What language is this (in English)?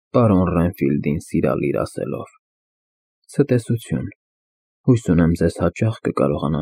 Armenian